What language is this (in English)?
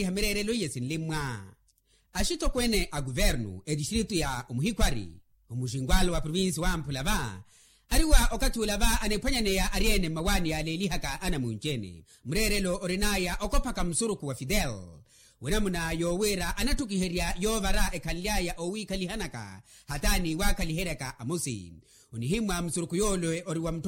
Makhuwa